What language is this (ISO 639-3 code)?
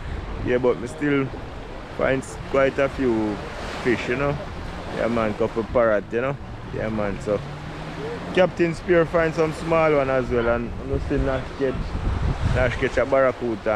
jam